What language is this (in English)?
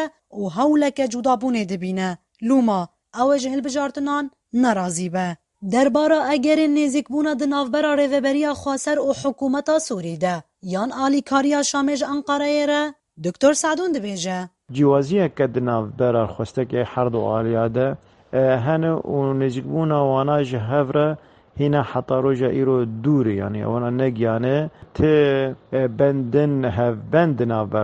Kurdish